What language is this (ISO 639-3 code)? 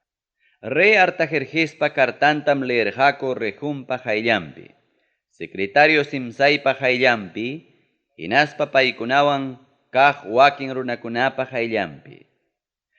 quy